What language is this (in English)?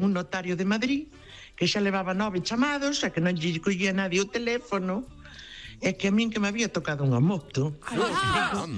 Galician